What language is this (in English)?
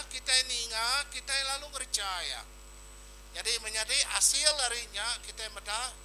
Iban